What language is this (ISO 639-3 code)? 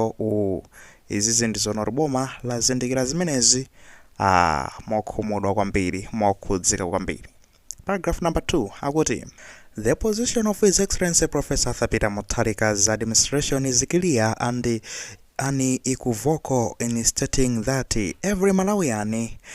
nya